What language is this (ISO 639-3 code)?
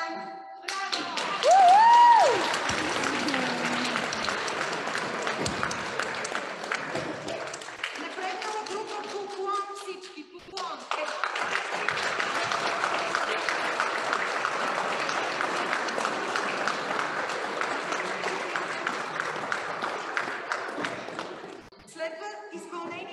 bul